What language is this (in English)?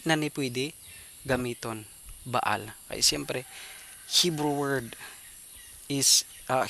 Hiligaynon